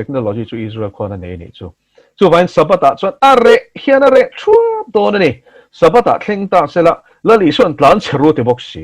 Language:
Mizo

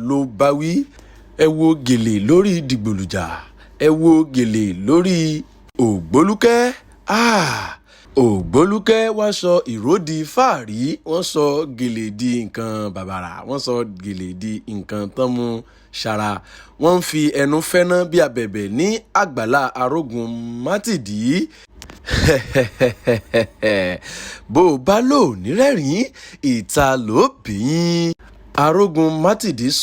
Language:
Yoruba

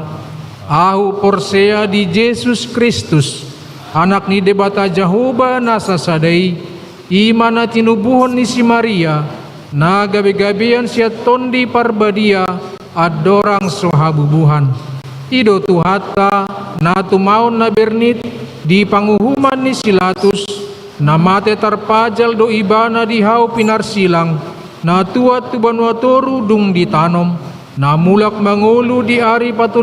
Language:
Batak Toba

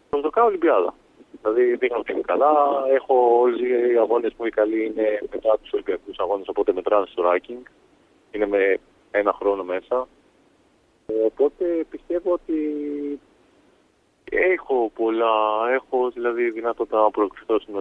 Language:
Greek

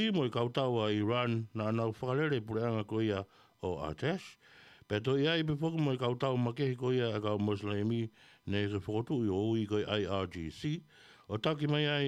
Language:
Tongan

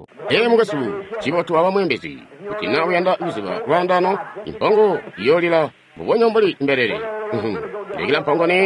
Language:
Tonga (Zambia)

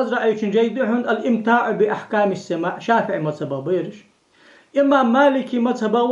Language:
Ingush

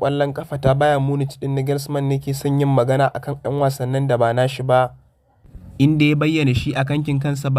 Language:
Hausa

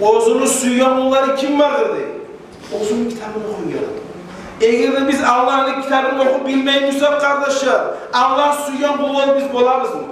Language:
Kumyk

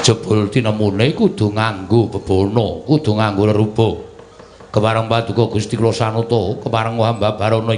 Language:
Javanese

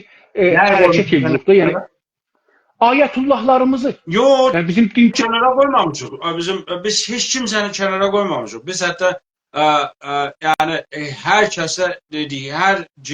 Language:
South Azerbaijani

